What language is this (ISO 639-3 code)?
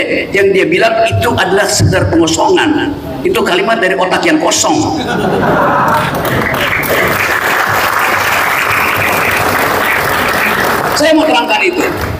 ind